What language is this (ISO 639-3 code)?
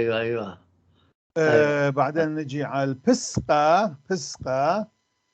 apc